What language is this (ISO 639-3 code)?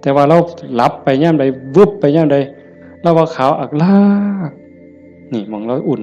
tts